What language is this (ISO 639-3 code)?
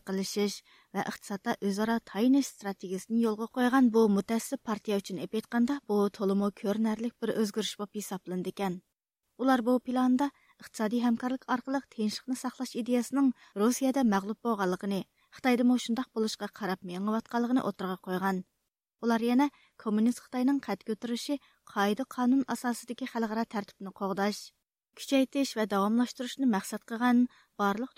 uig